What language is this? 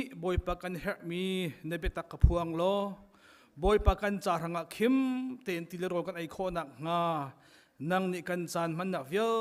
Hakha Chin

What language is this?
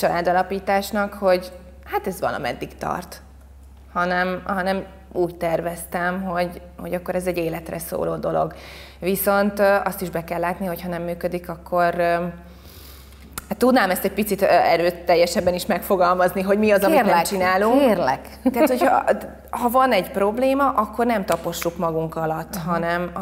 Hungarian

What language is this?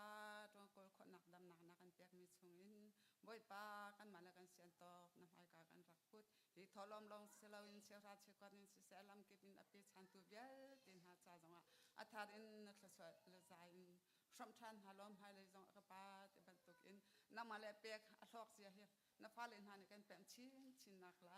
Hakha Chin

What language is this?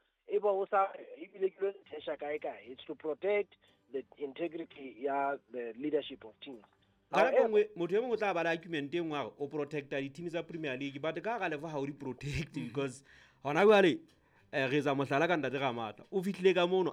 Southern Sotho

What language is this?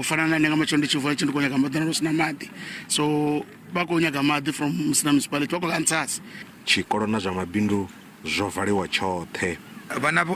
Venda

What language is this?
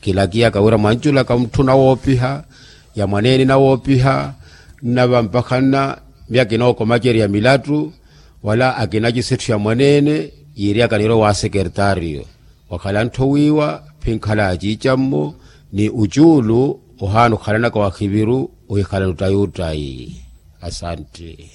Makhuwa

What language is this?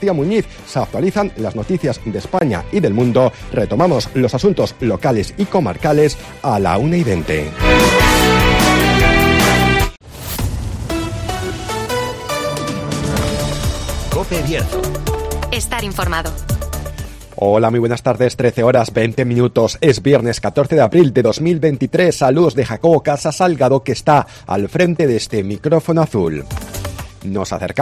Spanish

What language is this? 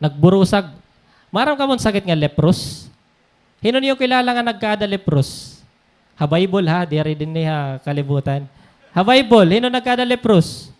Waray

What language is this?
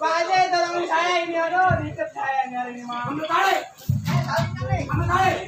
Betawi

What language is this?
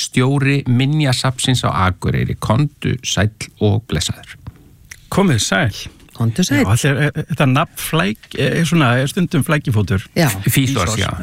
Icelandic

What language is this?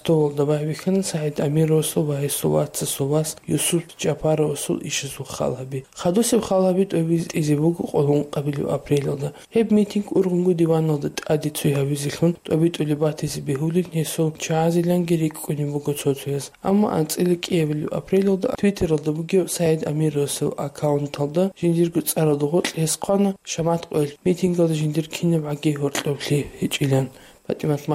Avaric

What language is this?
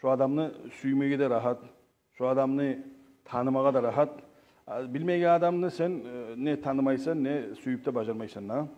Kumyk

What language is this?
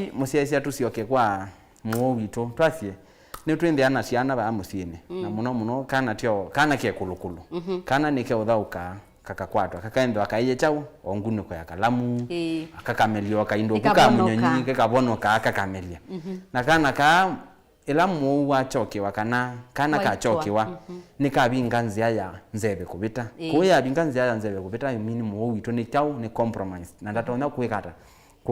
Kamba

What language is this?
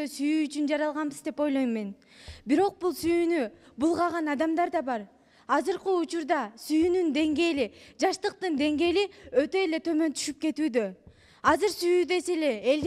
Kyrgyz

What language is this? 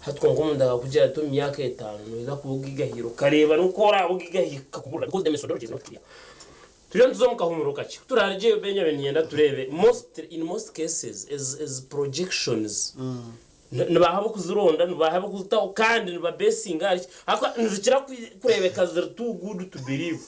Nyankole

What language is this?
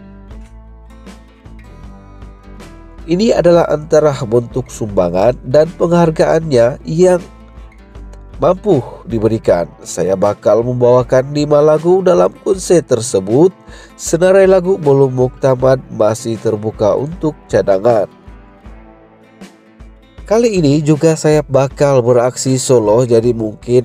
Malay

